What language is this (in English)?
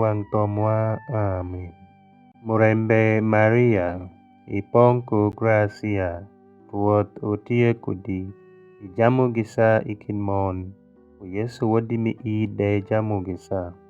Alur